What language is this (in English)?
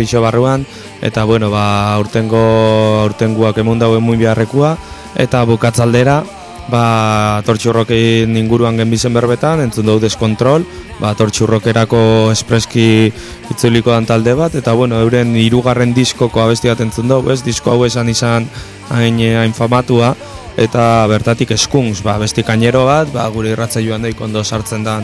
Basque